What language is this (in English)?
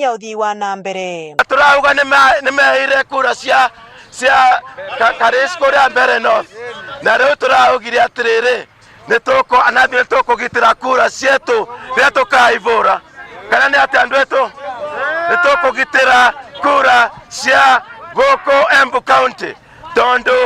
Meru